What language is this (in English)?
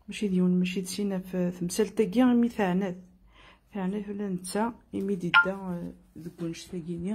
Kabyle